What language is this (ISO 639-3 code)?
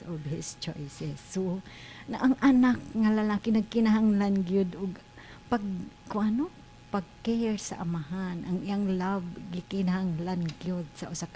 ceb